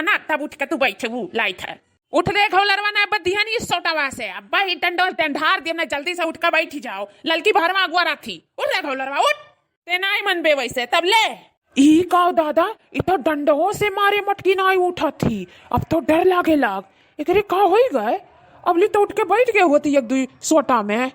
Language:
Awadhi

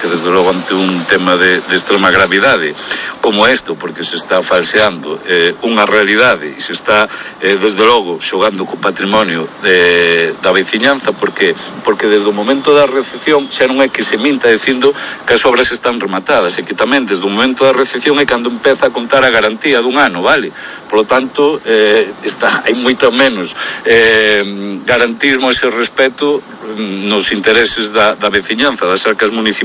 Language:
Galician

